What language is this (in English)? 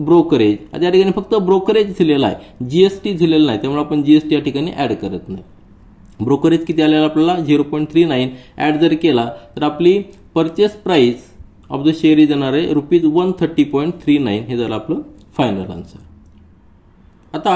Marathi